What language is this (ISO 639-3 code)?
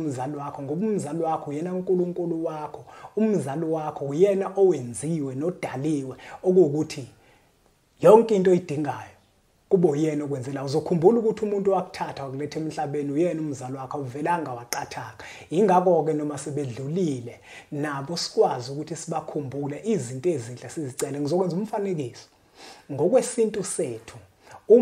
zul